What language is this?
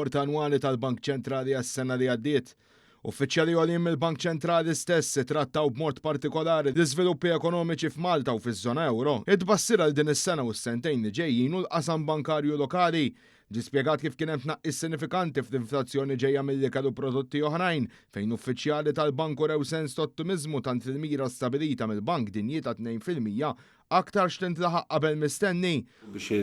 Maltese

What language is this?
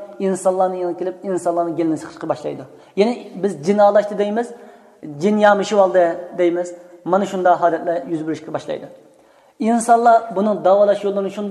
Uyghur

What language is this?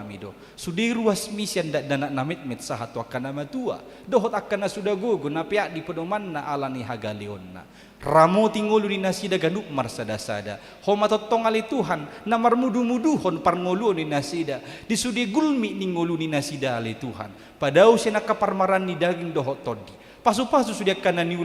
Batak Toba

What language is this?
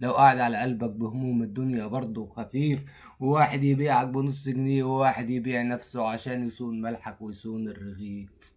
Egyptian Arabic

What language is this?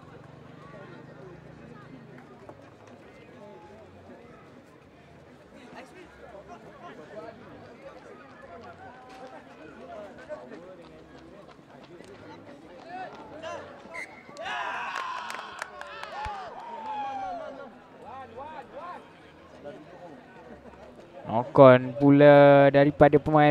Malay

